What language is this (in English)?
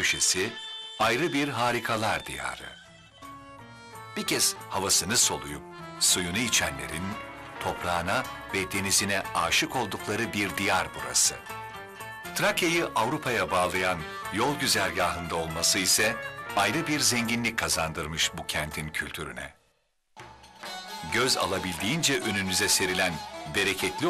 Turkish